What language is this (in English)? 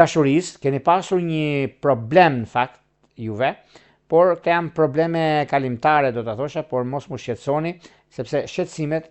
Albanian